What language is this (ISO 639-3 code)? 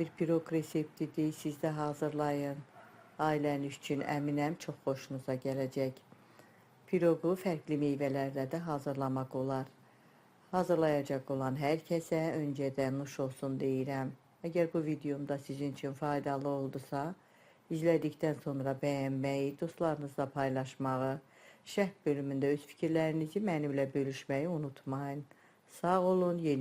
aze